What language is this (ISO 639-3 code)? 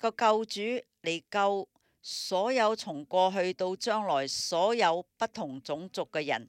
yue